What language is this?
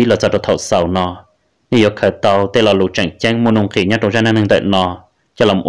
Hmong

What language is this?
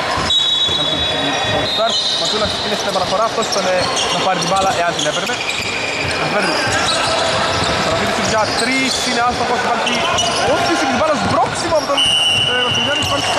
Greek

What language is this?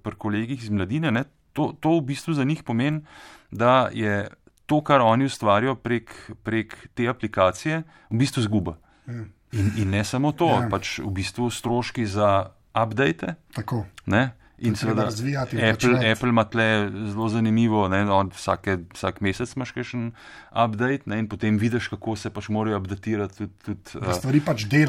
Slovenian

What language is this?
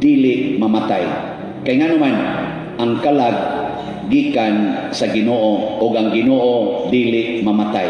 Cebuano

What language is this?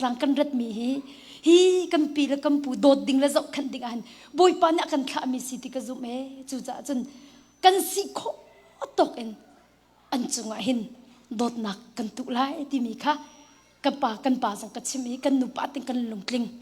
Hakha Chin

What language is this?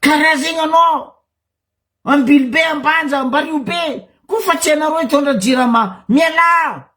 Malagasy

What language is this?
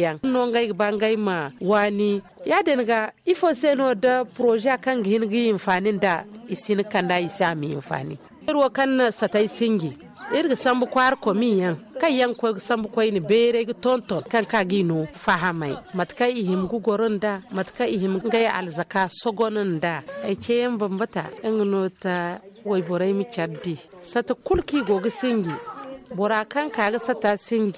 Zarma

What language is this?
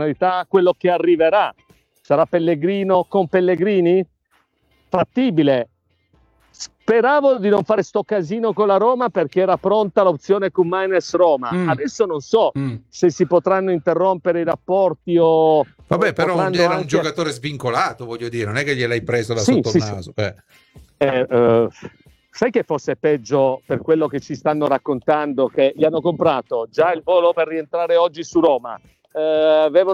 Italian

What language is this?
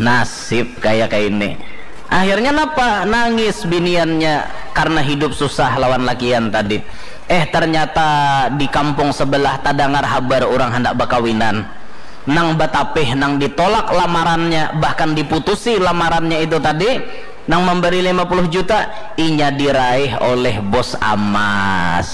Banjar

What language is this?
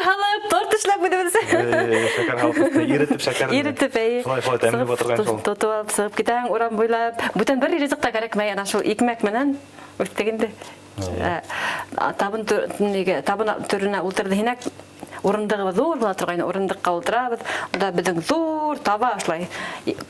Bashkir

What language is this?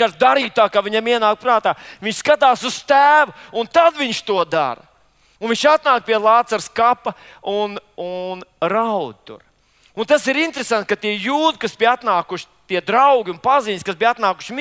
Latvian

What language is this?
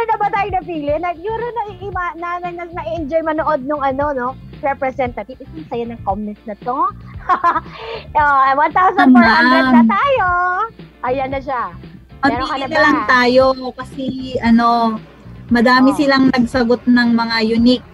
Filipino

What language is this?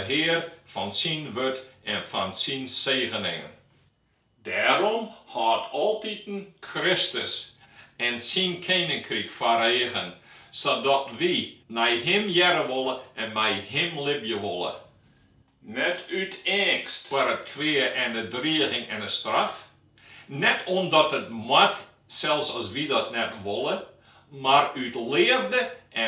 Western Frisian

